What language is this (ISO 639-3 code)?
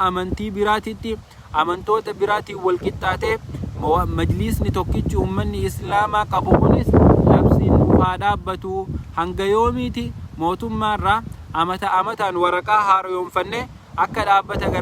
orm